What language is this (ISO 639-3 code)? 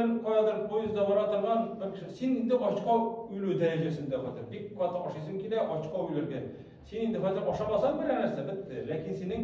tat